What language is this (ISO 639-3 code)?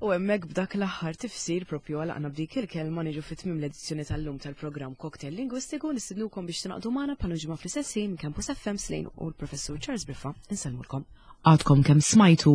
mlt